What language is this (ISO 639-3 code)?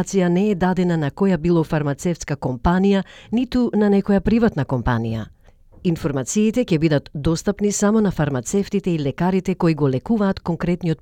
mkd